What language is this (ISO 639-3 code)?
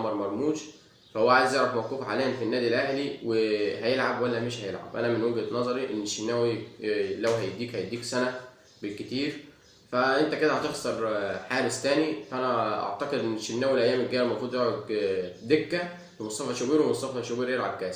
arz